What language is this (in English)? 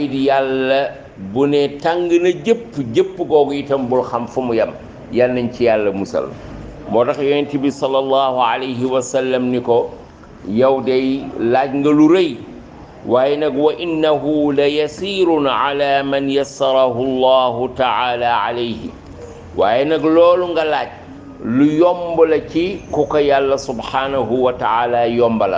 Wolof